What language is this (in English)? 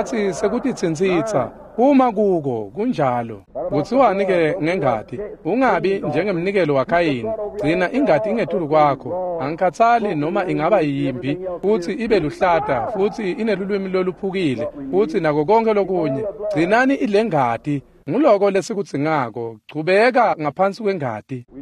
Swati